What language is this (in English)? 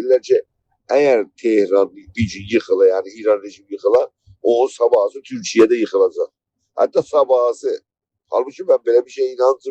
South Azerbaijani